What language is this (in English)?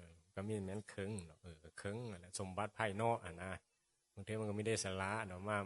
Northeastern Thai